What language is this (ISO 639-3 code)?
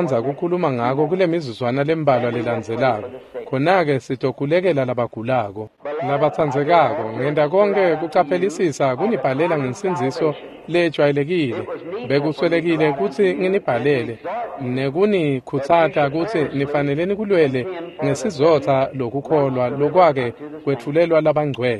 ssw